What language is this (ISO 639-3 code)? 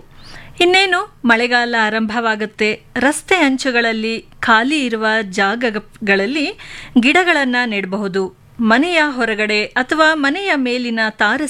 kan